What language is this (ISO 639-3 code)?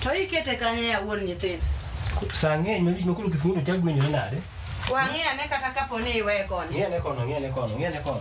luo